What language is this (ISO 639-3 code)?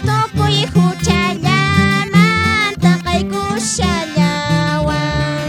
que